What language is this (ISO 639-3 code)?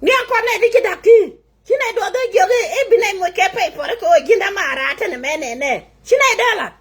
nus